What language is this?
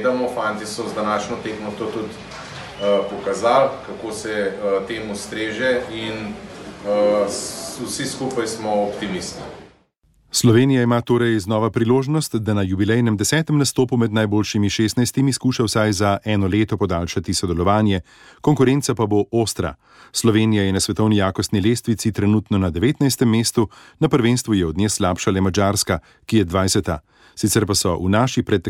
Slovenian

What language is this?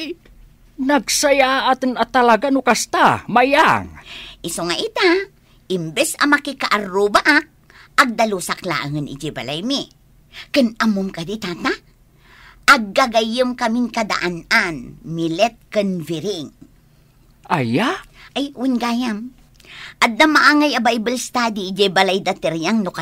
Iloko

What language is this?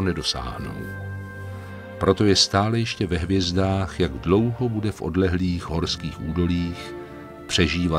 Czech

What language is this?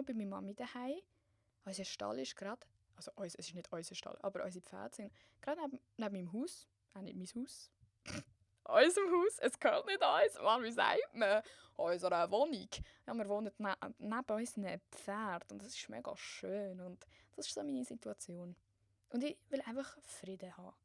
Swiss German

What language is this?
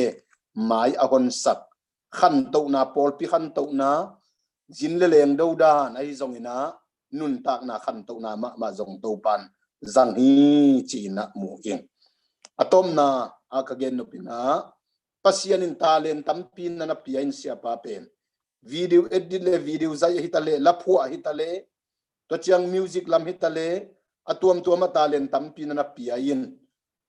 Tedim Chin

